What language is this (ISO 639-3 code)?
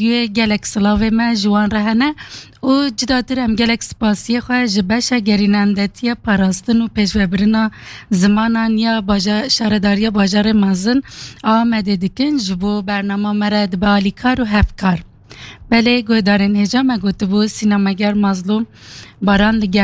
kur